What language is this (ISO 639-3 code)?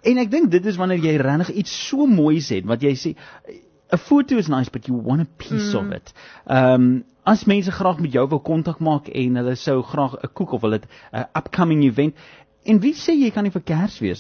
afr